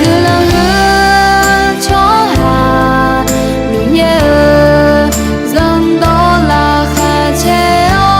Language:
Akha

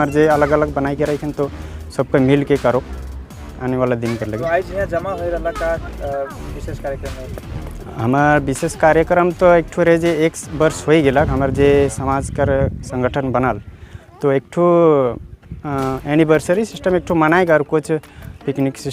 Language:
Sadri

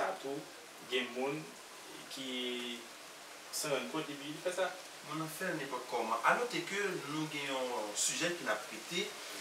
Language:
Haitian Creole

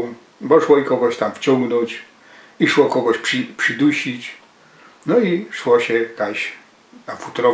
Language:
Silesian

